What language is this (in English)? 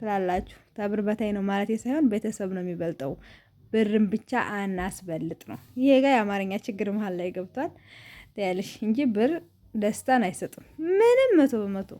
Amharic